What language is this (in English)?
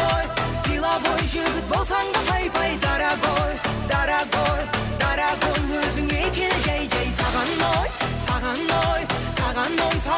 Kara-Kalpak